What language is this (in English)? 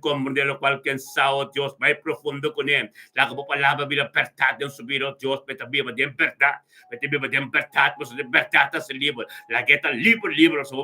Papiamento